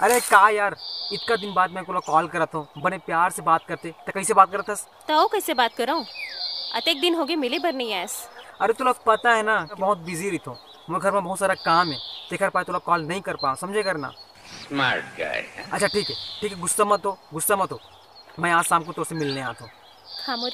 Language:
Chhattisgarhi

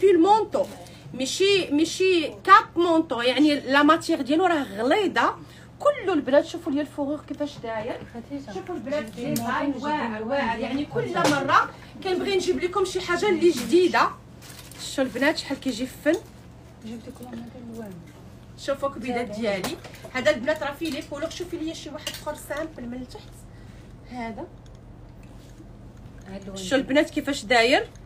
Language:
Moroccan Arabic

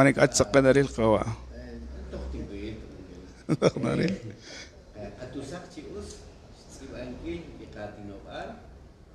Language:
Kekchí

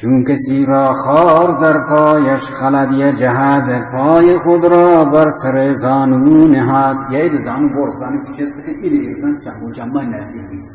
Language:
Baluchi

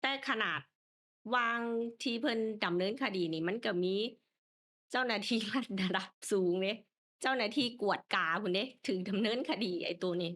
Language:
Lao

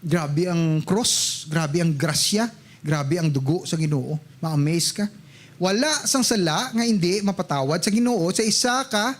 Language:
Hiligaynon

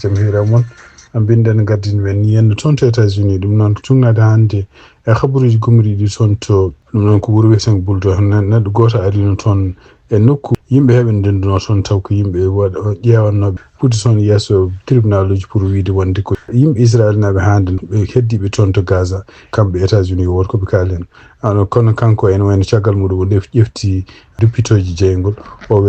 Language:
Fula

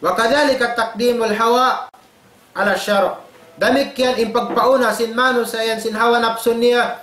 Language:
Tausug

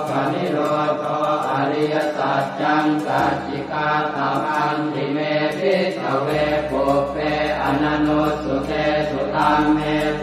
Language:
Pali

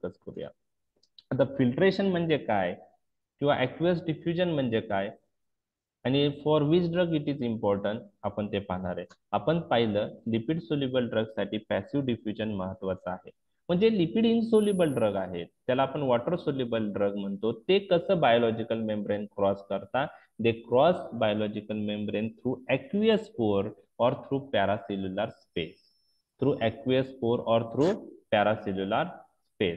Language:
Marathi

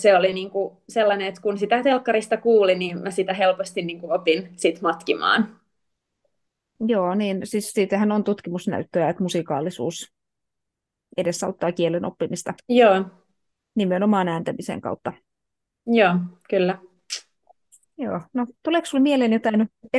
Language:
Finnish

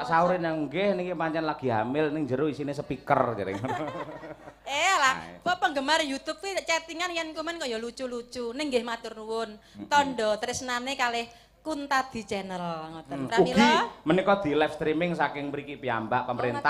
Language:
Javanese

